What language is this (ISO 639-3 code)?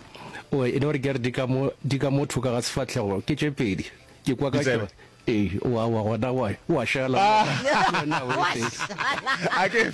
nso